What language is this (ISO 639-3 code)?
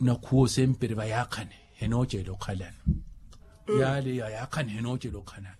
vmw